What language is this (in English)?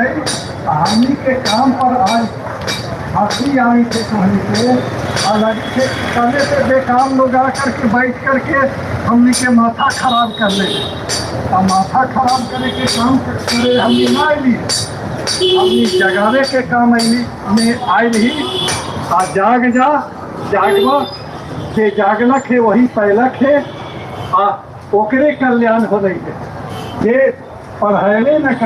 Magahi